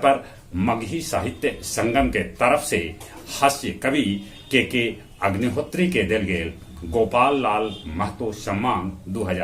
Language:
Magahi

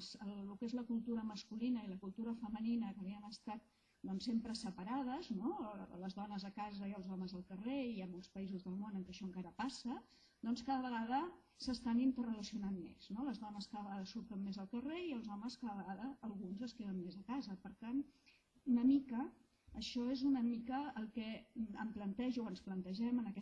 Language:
Catalan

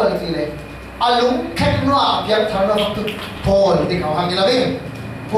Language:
Falam Chin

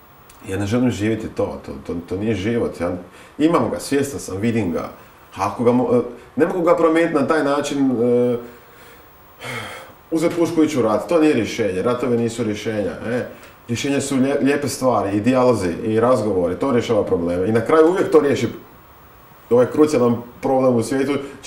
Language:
Croatian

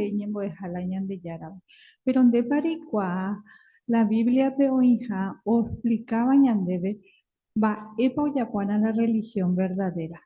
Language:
Guarani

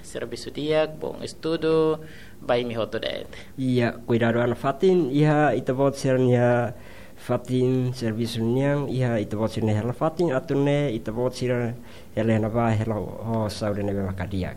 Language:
Tetum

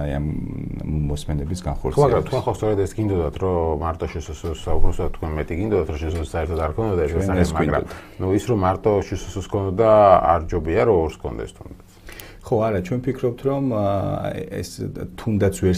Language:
Georgian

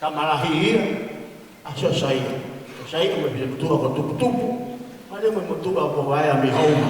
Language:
Tongan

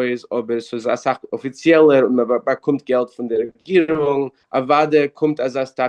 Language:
Yiddish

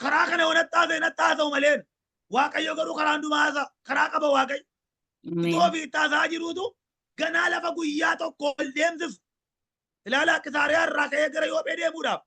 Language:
Oromo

